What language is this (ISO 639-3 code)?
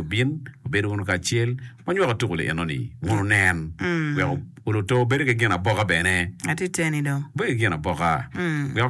ach